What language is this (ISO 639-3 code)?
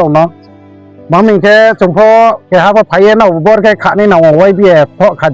ria